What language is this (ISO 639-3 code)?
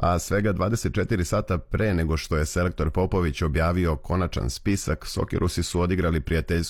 srp